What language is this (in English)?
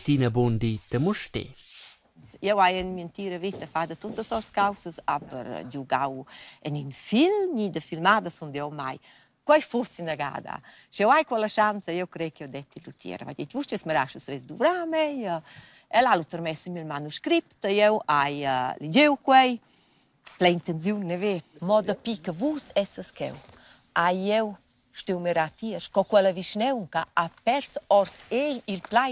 Romansh